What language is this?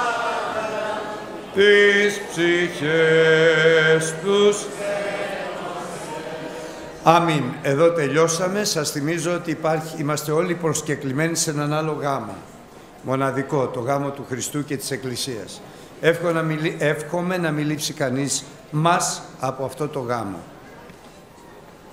Greek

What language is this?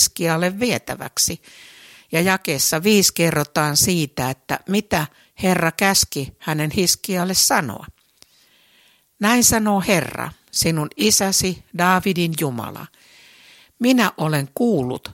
Finnish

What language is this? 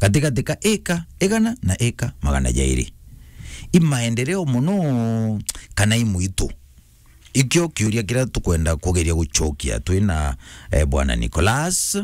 Meru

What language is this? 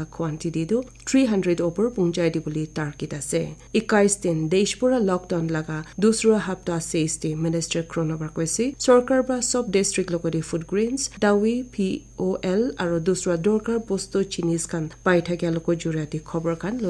Naga Pidgin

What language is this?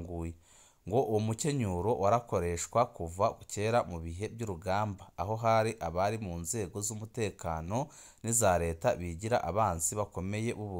Rundi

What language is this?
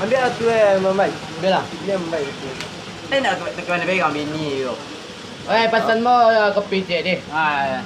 Minangkabau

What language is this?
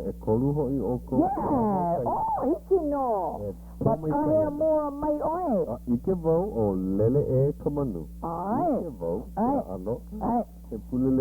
Hawaiian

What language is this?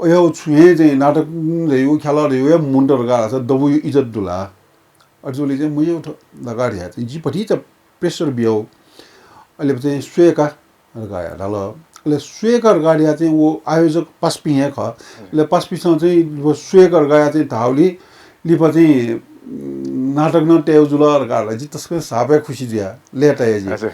Newari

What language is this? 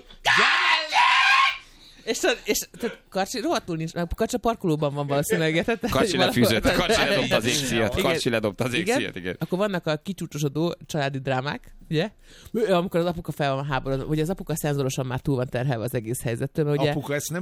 Hungarian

